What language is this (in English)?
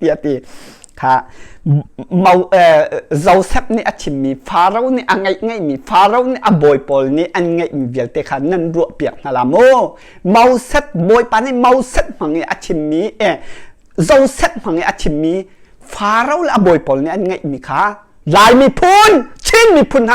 Hakha Chin